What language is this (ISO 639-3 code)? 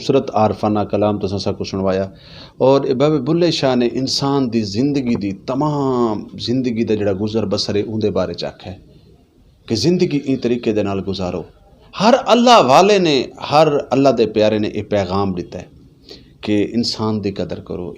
lah